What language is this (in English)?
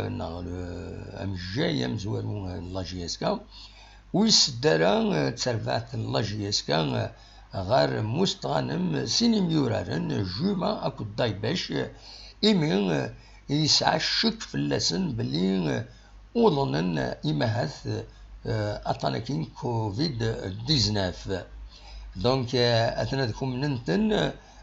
Kabyle